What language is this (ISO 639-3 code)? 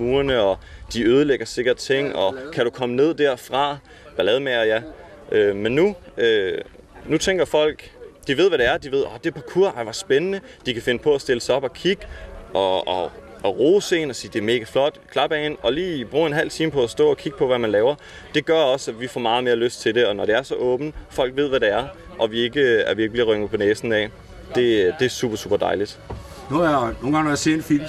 dan